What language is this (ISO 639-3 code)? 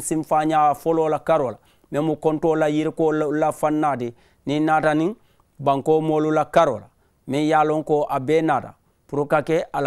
man